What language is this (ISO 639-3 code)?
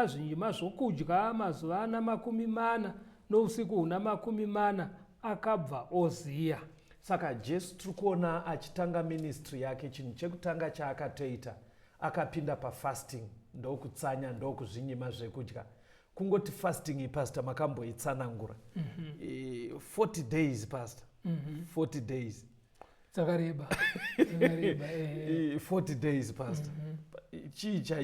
sna